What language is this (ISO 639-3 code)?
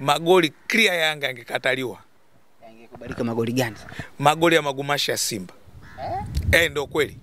swa